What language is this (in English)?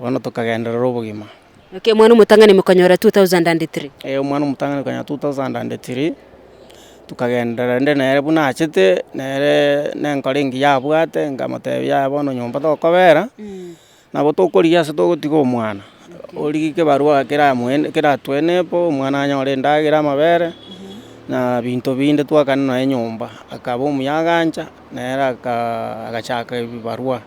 Gusii